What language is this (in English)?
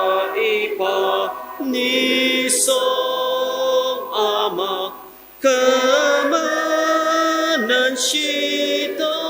Ao Naga